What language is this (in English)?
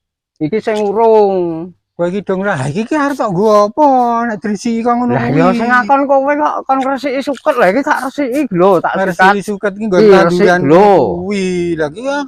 Javanese